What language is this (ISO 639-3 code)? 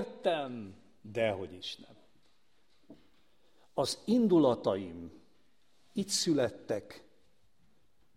hun